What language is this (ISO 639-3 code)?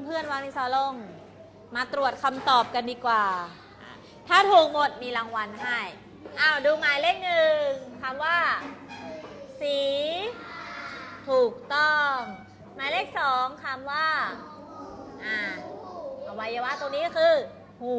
tha